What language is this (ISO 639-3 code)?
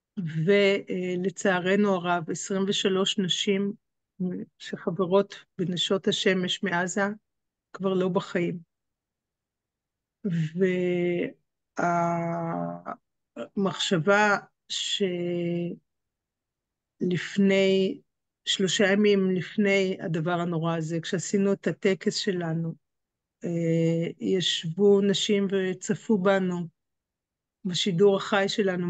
heb